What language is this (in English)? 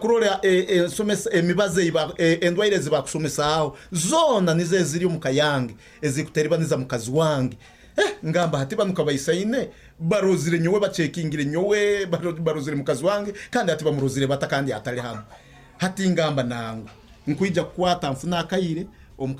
Nyoro